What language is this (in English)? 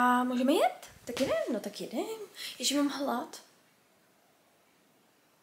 Czech